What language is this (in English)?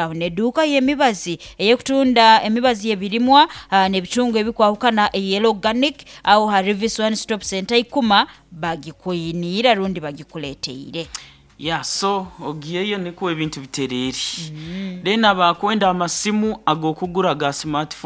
Nyankole